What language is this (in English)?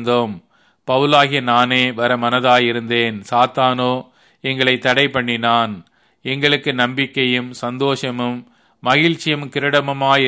Tamil